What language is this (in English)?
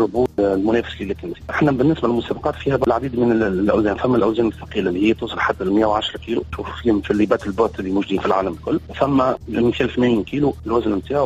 Tunisian Arabic